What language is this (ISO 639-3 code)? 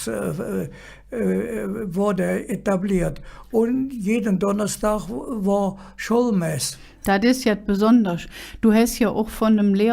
ksh